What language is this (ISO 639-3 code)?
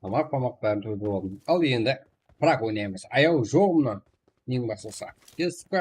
kaa